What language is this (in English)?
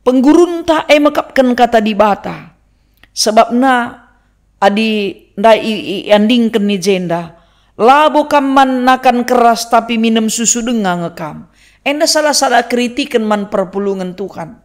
Batak Karo